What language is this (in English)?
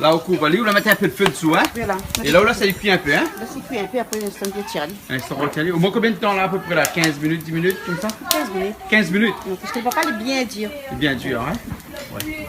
Réunion Creole French